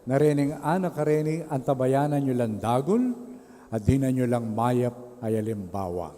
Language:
Pampanga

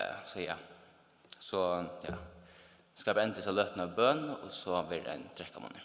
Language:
Faroese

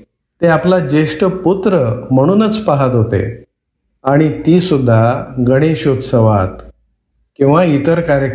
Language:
Marathi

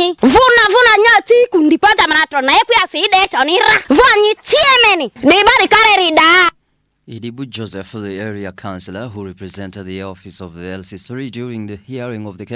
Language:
Ma'di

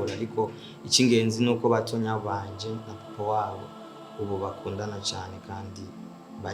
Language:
Rundi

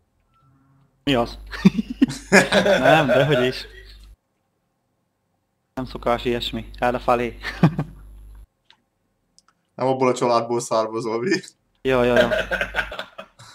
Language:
Hungarian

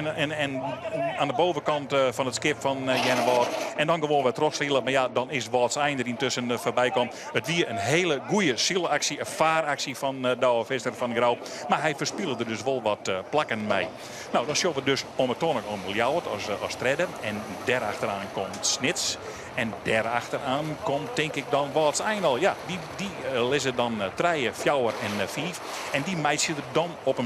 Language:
Western Frisian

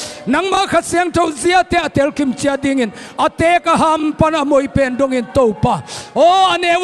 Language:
Tedim Chin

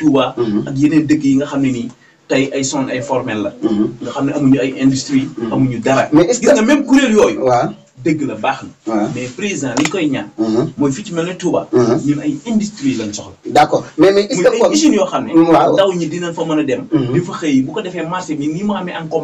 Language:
Wolof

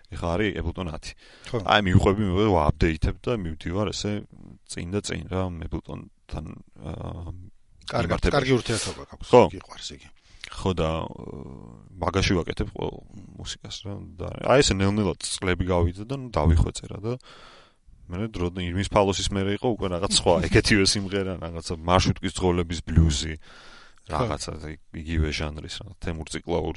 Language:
Georgian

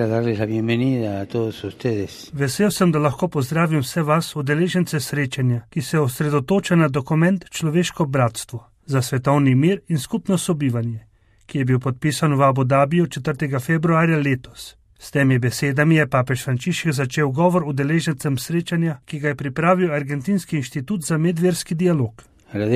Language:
Slovenian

